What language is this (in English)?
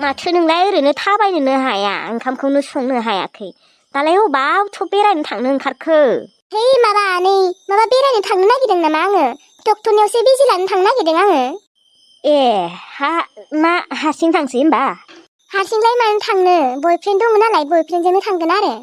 Bodo